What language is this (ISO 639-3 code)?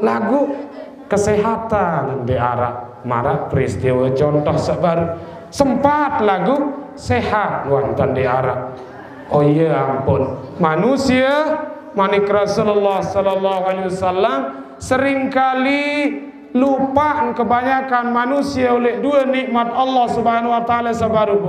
sas